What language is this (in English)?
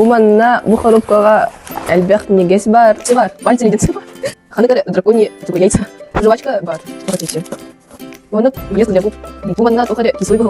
Yakut